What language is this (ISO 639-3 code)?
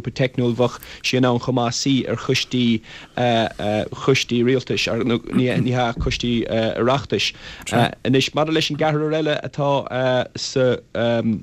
gle